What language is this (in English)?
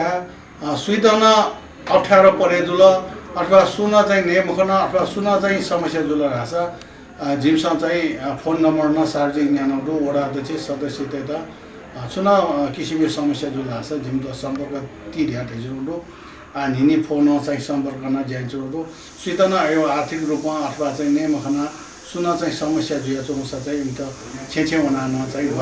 Newari